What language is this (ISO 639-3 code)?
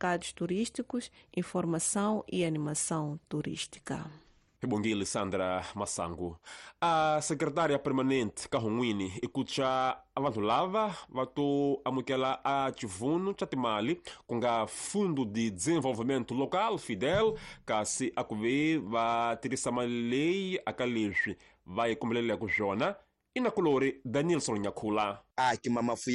tso